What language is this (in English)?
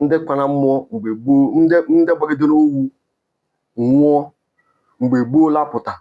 Igbo